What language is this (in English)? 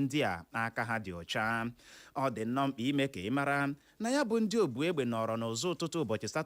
Igbo